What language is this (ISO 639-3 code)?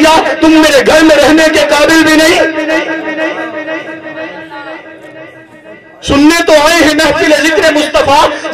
urd